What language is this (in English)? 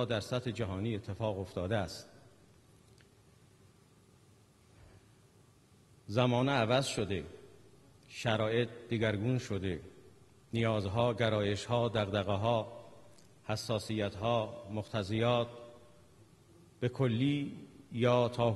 Persian